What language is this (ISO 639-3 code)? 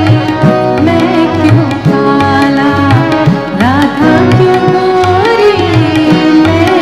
kok